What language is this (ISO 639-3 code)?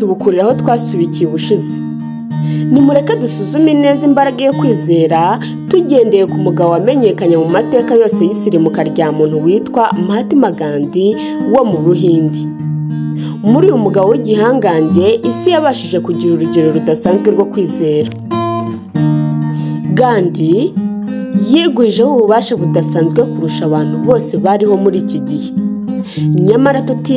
kin